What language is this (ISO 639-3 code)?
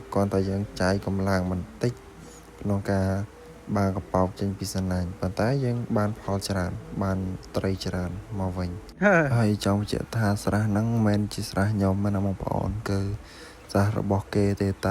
khm